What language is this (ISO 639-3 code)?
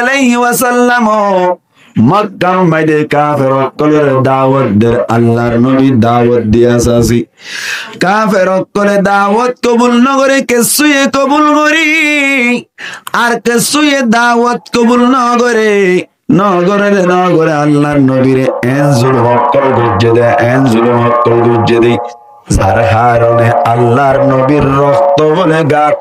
rhg